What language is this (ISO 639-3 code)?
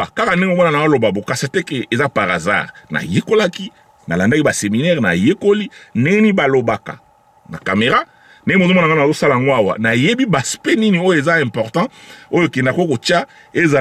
lin